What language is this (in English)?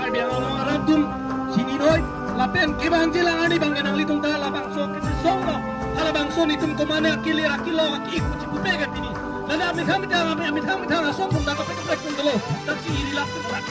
Karbi